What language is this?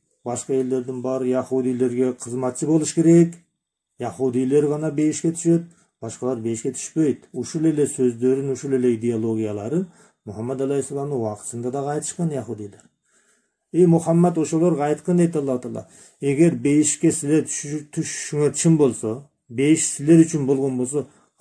Kyrgyz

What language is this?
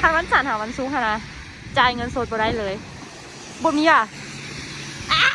Lao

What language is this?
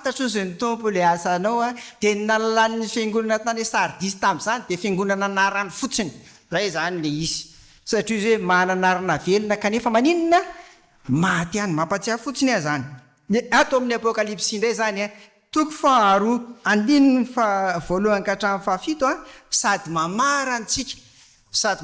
Malagasy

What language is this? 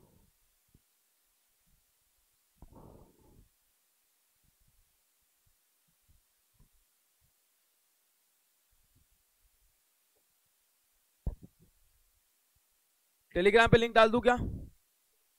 Hindi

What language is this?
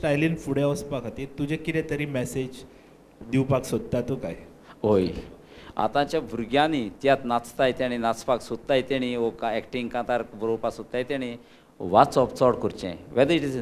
Konkani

